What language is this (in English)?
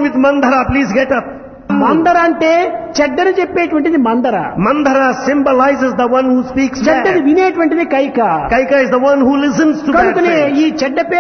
Telugu